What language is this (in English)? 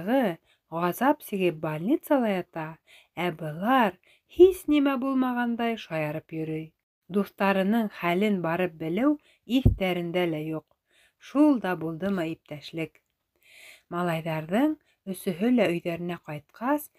Bashkir